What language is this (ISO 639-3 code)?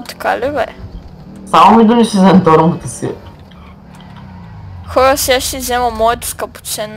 bul